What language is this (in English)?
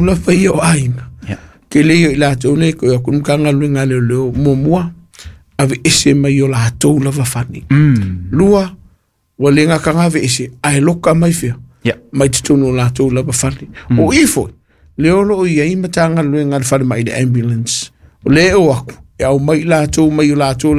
Samoan